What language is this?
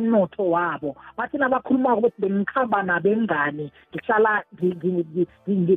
South Ndebele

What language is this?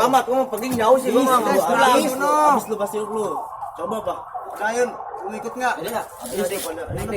Betawi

